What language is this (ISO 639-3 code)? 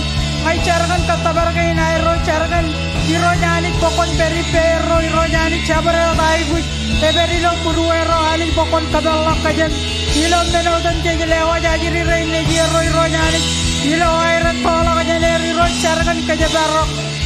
mah